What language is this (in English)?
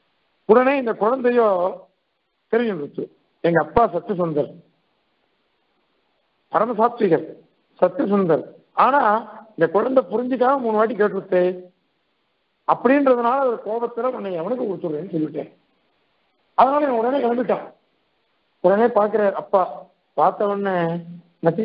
Tamil